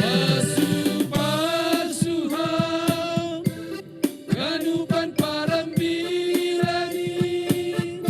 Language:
Batak Simalungun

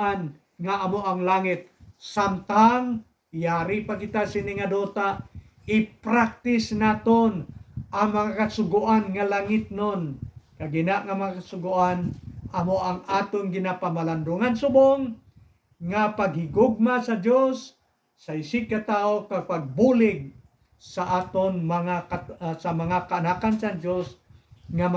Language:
Hiligaynon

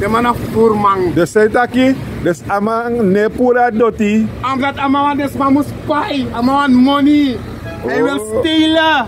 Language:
Sranan Tongo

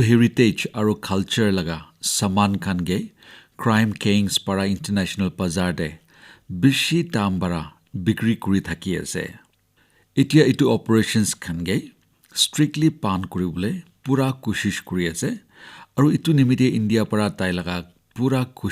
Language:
Naga Pidgin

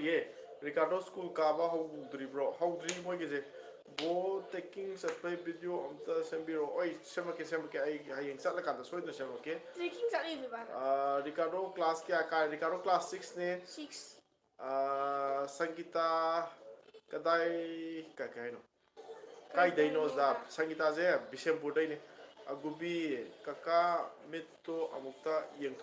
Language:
Manipuri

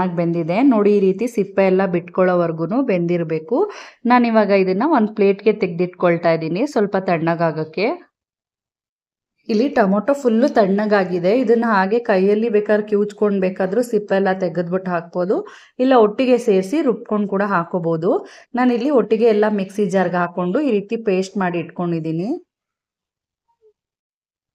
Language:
Kannada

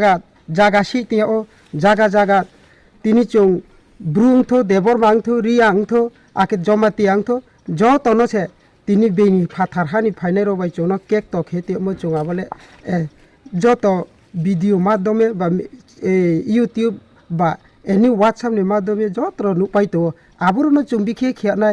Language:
Riang (India)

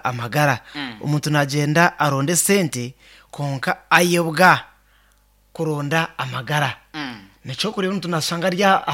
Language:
Nyankole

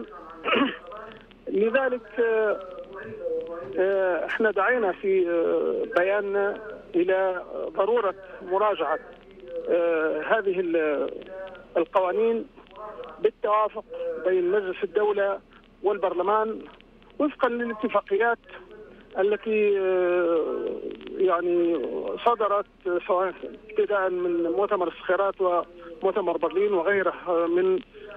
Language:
Arabic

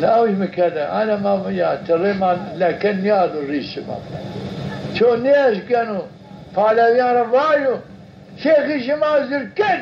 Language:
Zaza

